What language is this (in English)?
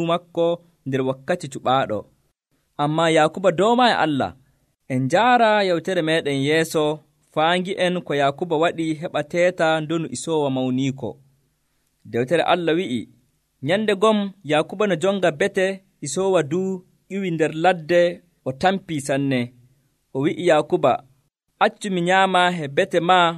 Nigerian Fulfulde